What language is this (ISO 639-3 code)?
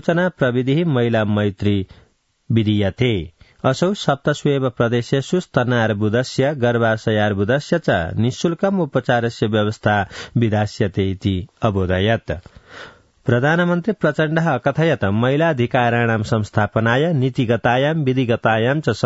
san